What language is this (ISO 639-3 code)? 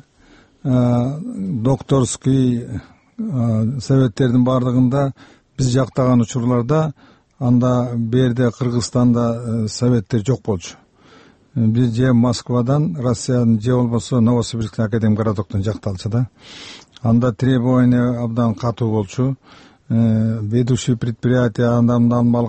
kir